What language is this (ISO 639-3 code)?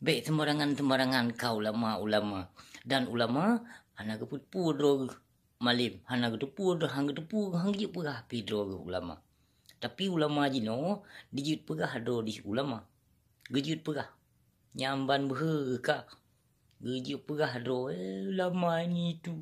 ace